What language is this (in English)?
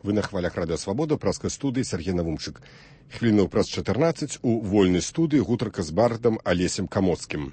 Belarusian